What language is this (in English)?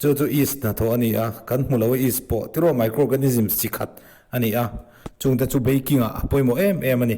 Mizo